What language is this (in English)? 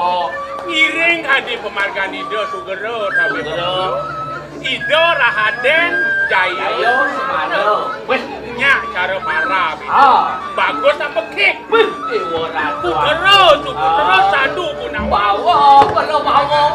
Balinese